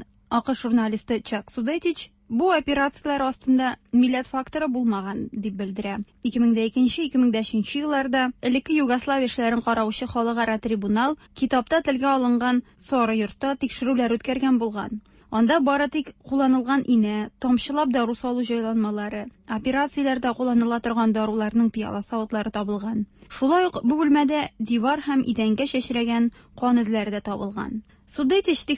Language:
Tatar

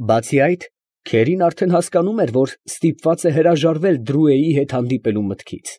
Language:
Armenian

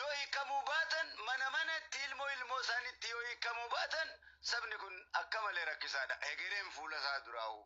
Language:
Oromo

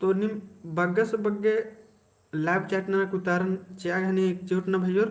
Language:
Kurukh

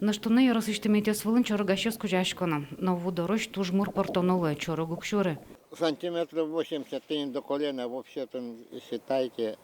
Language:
Udmurt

